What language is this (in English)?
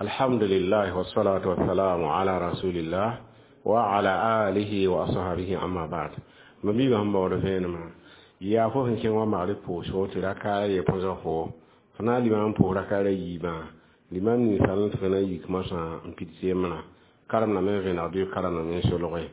Mossi